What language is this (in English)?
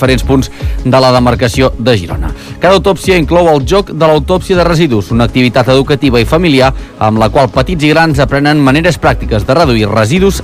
Catalan